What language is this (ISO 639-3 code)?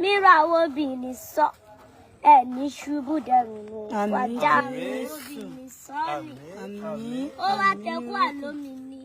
yor